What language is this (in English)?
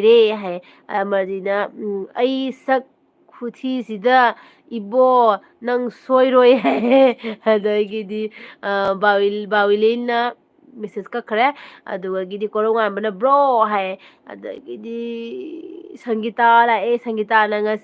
Manipuri